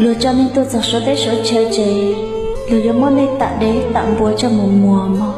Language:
Hmong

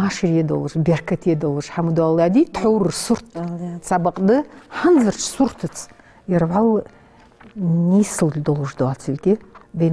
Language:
Ingush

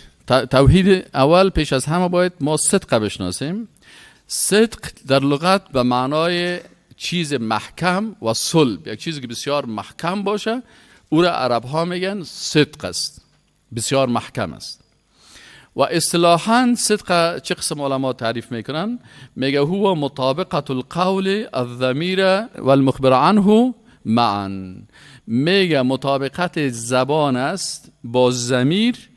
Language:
Persian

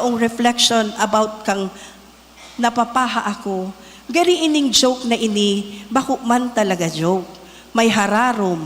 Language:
Bikol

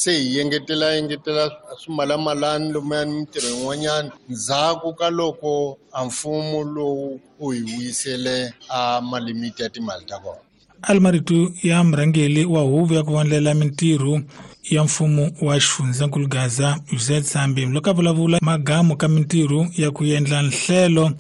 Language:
Tsonga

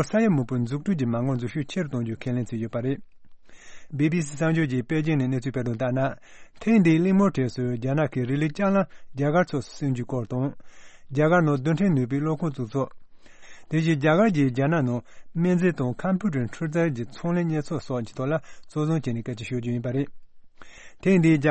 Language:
Tibetan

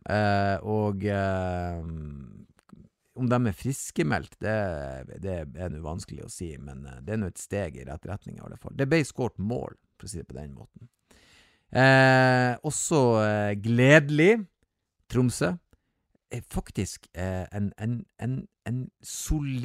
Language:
Norwegian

